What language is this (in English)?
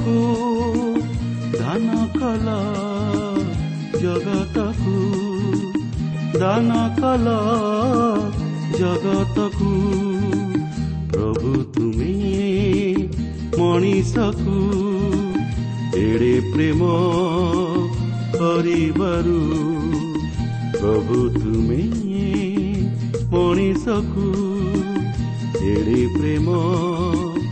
Odia